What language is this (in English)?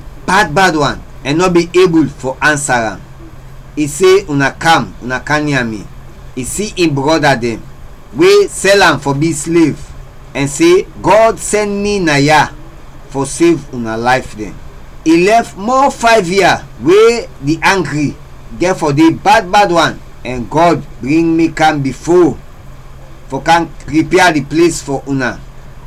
Krio